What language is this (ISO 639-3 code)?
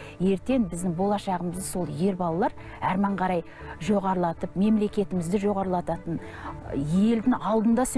kaz